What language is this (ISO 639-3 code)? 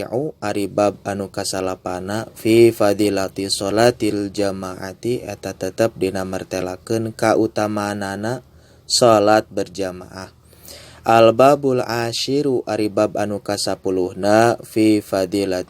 sun